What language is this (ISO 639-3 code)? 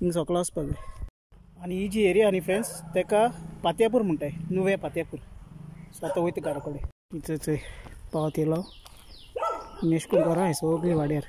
kok